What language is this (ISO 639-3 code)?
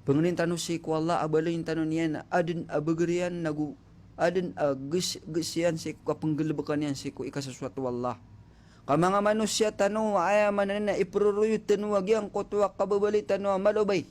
mrw